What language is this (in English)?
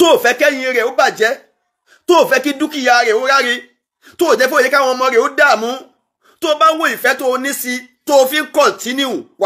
Yoruba